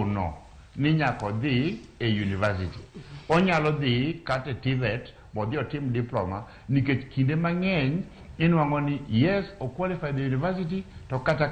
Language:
Luo (Kenya and Tanzania)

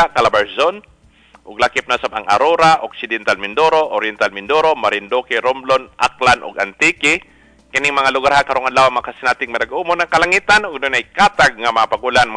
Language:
Cebuano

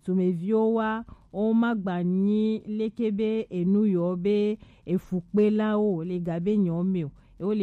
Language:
Gen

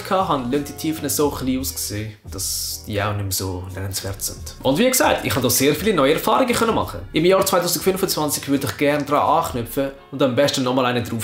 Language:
Swiss German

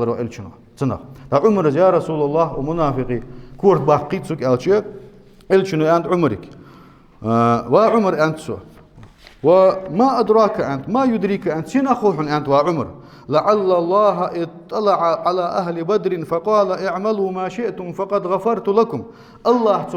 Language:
Ingush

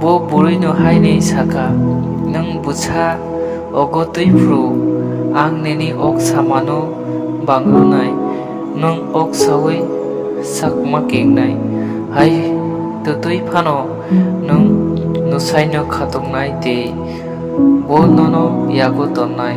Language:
Kok Borok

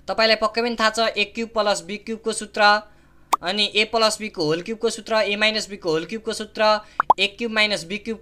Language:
Nepali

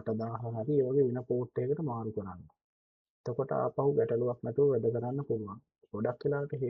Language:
Sinhala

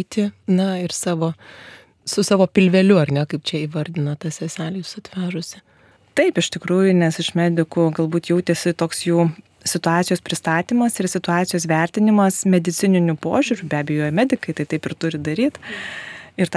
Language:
Lithuanian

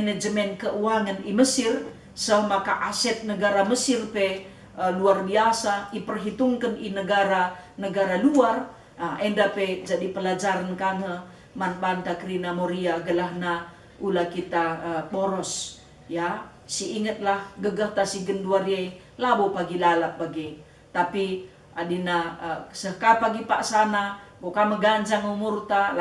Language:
Batak Karo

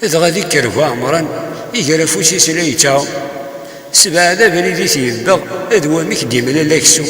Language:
Kabyle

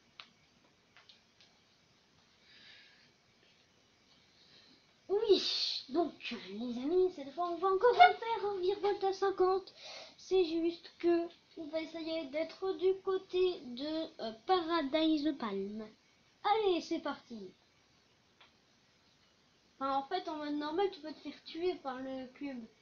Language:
French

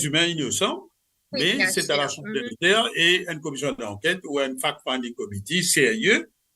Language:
Morisyen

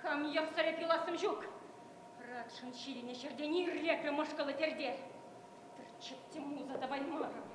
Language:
Chuvash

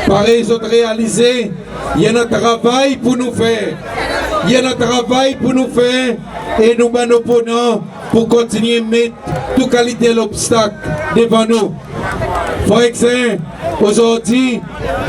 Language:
Seselwa Creole French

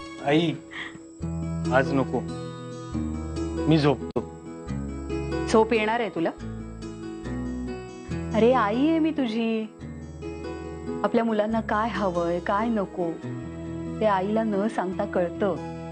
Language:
Marathi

